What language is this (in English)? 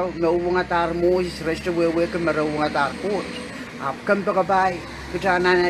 Pohnpeian